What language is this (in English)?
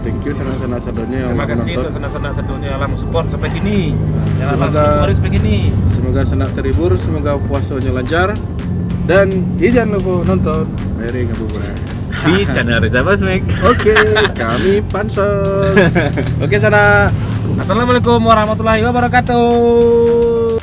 Minangkabau